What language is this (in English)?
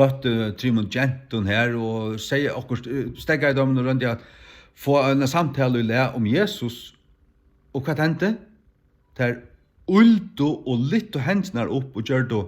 Faroese